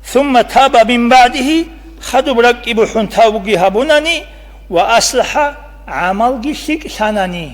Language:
Avaric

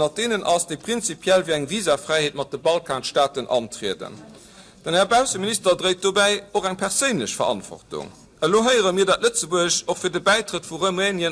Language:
Luxembourgish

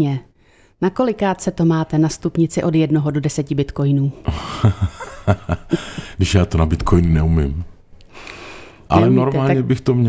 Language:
Czech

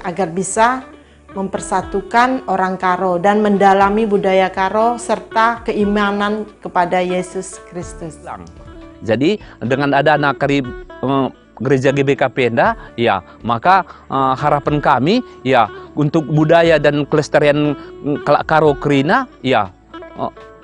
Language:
Batak Karo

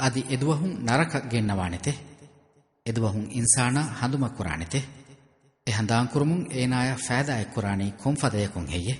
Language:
Divehi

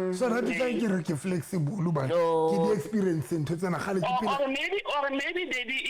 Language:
Southern Sotho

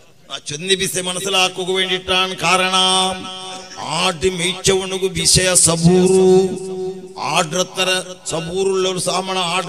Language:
Malayalam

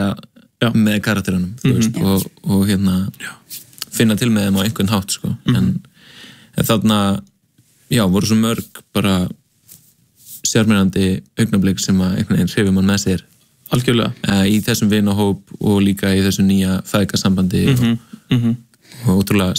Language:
Icelandic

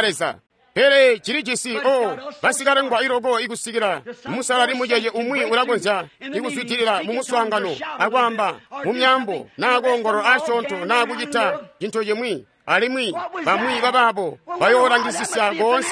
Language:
Tonga (Zambia)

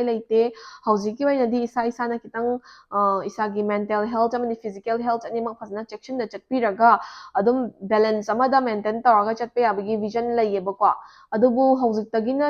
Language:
Manipuri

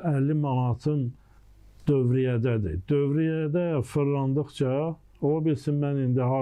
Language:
Azerbaijani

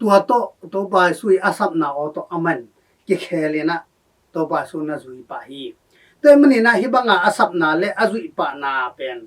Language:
Tedim Chin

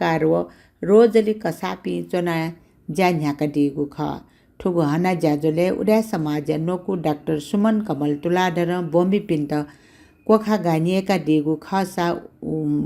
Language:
Newari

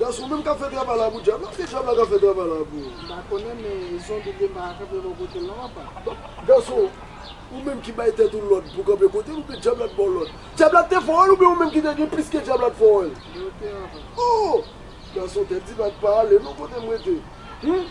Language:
Haitian Creole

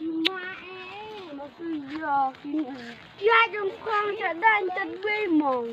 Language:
Khasi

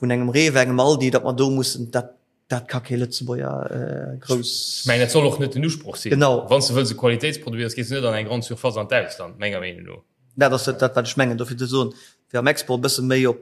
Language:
Luxembourgish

